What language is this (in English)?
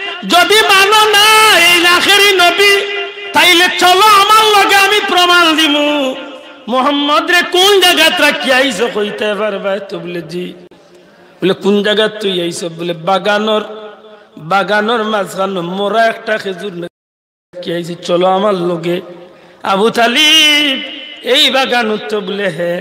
Sylheti